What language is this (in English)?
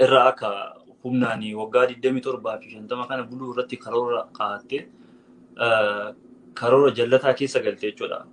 Oromo